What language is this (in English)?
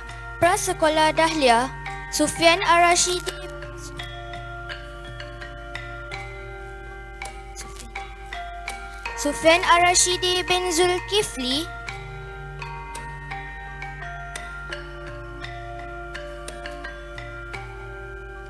Malay